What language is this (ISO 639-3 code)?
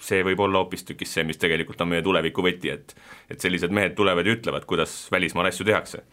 est